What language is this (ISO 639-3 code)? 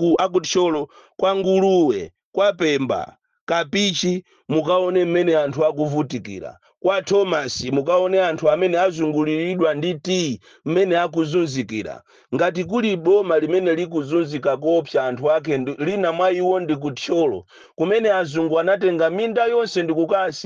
nya